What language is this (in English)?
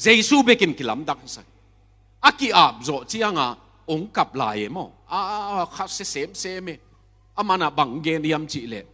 Tedim Chin